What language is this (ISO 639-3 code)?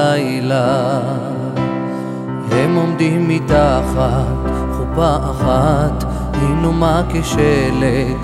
heb